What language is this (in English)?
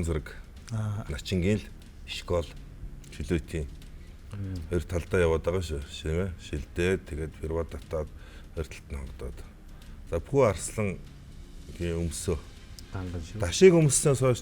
Mongolian